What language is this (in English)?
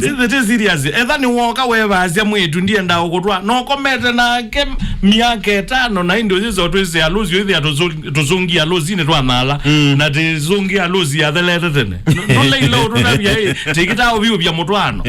Kamba